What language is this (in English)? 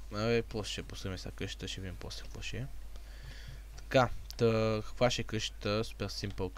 Bulgarian